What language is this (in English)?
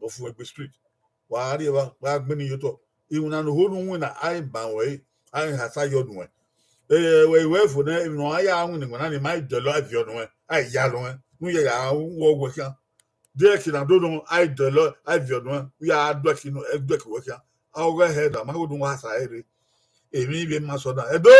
Bini